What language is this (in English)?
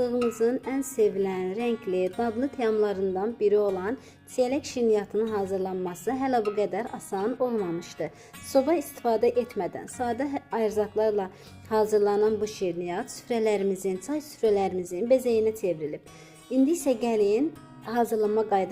Azerbaijani